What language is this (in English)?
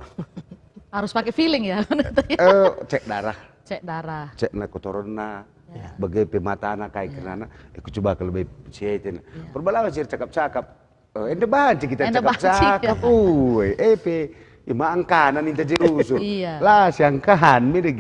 Batak Karo